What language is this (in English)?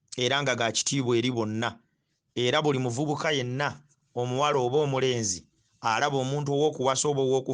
Ganda